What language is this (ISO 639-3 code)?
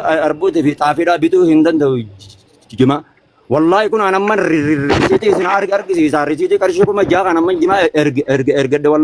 orm